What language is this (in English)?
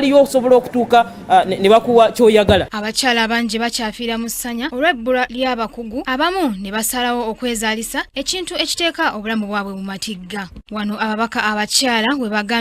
Ganda